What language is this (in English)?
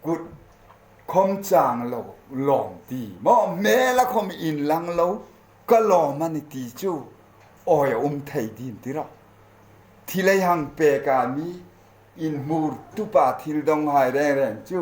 Hmar